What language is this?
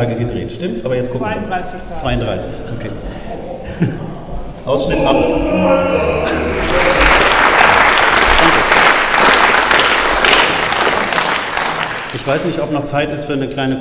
German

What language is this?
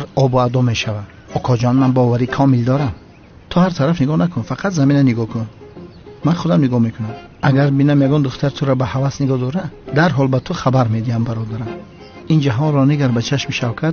Tajik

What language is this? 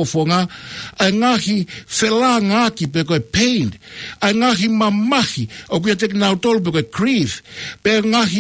Tongan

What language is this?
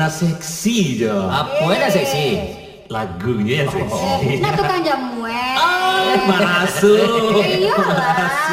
Minangkabau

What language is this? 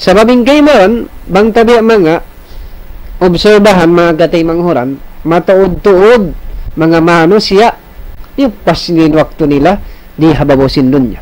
Tausug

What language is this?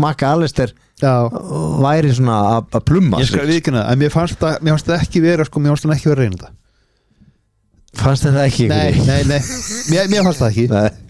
Icelandic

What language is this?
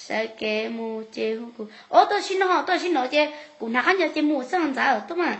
Hmong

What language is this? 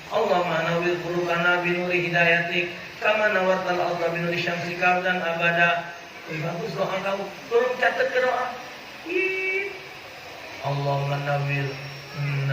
Musi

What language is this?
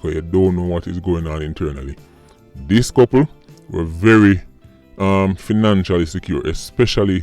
Jamaican Creole English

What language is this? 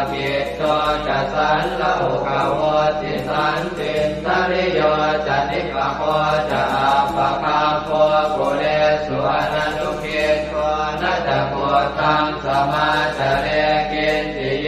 Pali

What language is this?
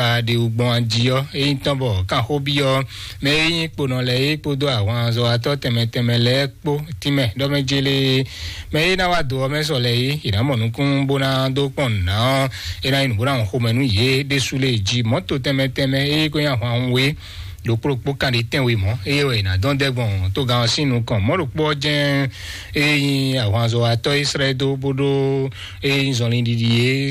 Fon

